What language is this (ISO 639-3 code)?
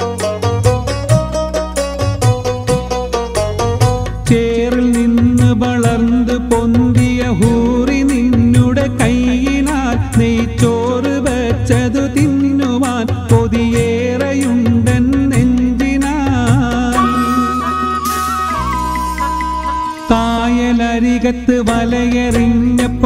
mal